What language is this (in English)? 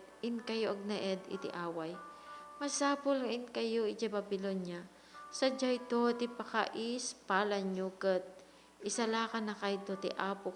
Iloko